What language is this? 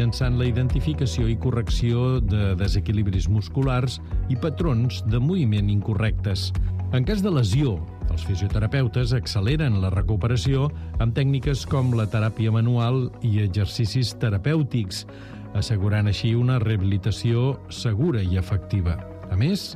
Catalan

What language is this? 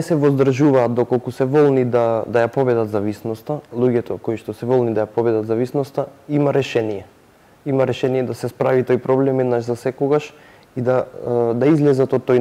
Macedonian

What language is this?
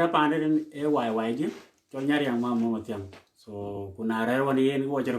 Dinka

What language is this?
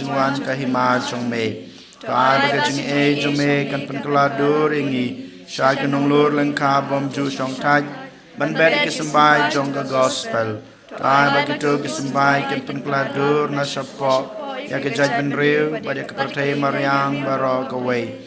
Khasi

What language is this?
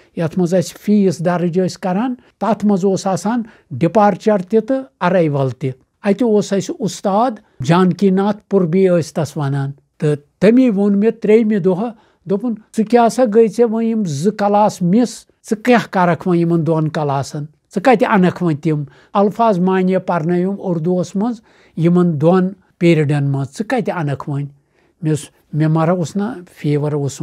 Kashmiri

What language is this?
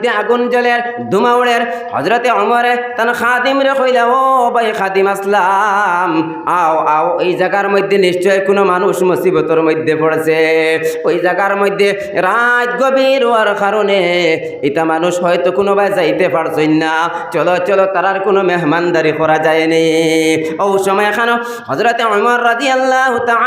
Sylheti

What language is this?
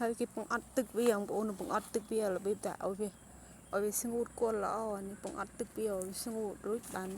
Khmer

